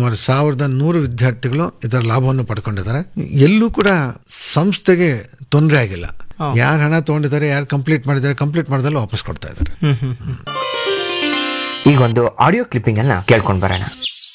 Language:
Kannada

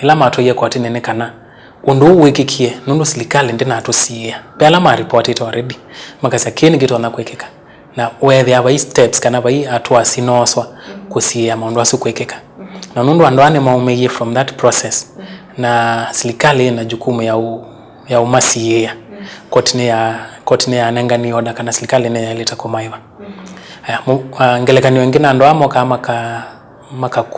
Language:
Kamba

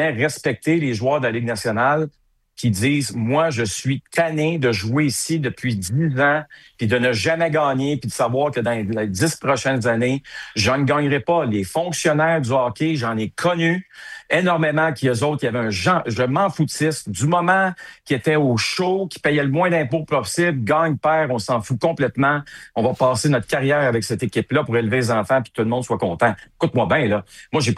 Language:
French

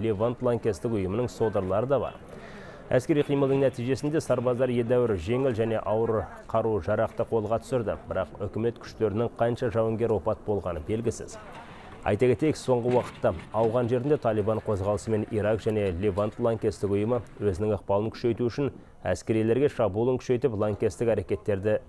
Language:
Kazakh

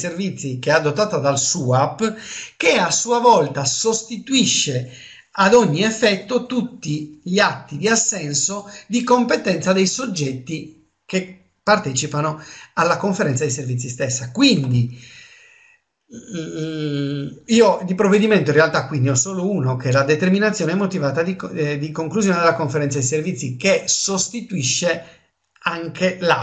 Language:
Italian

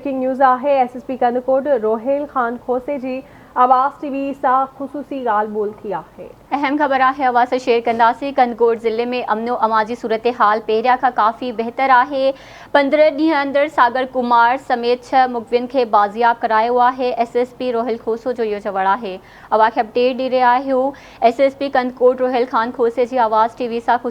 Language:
Sindhi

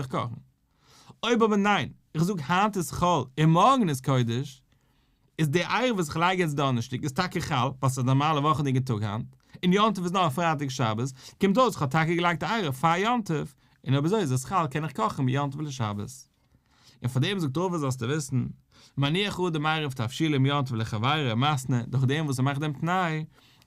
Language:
Yiddish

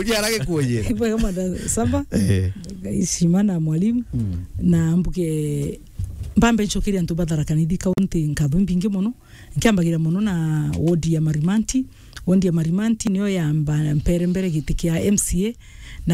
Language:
Meru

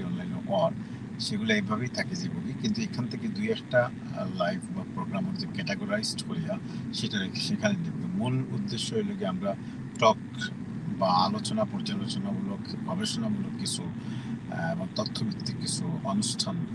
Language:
Sylheti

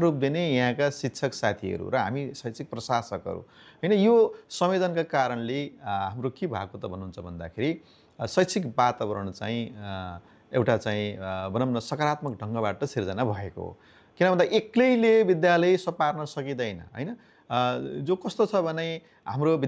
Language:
Nepali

